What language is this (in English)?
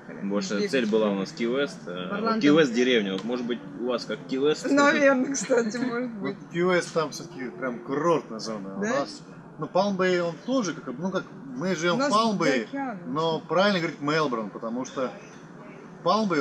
Russian